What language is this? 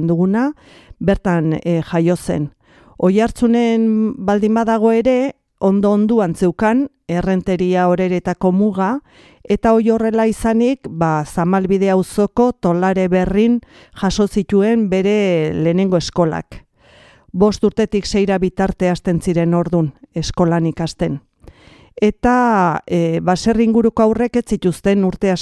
Basque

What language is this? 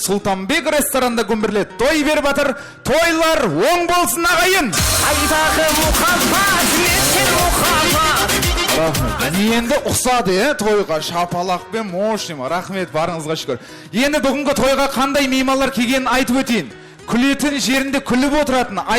Kara-Kalpak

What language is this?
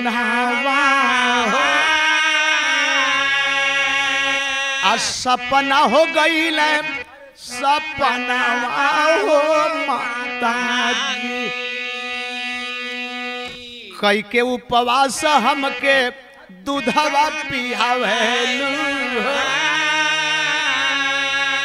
Bhojpuri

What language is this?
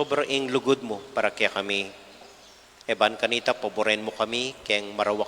Pampanga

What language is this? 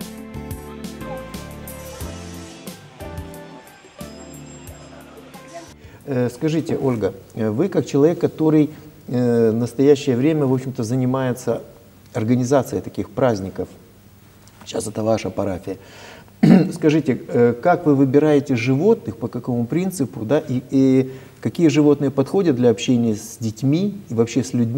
Russian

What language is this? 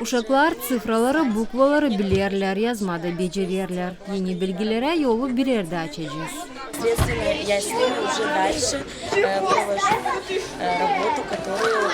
Gagauz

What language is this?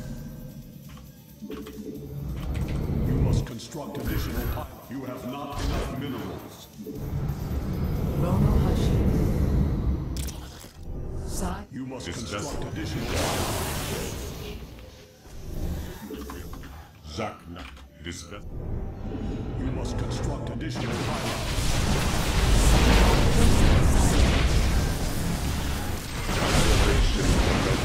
Polish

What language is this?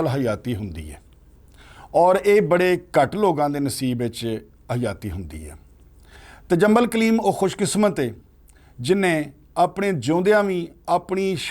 Western Panjabi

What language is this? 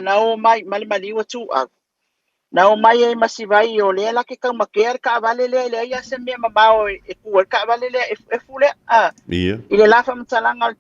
Samoan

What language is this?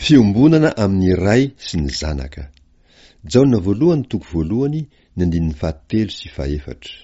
Malagasy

